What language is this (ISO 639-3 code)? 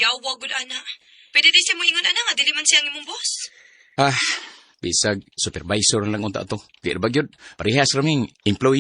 ceb